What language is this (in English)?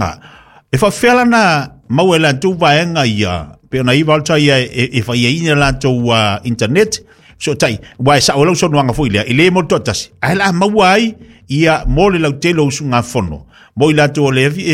Samoan